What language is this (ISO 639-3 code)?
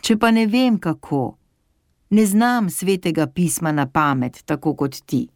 slv